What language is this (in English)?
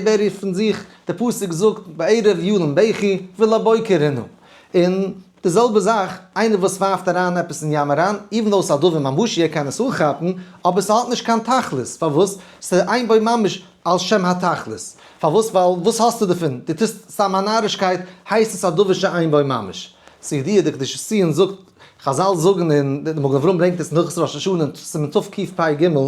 Yiddish